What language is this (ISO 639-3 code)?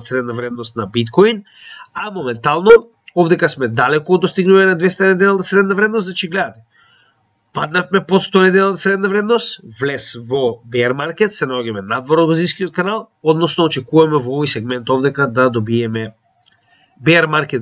mkd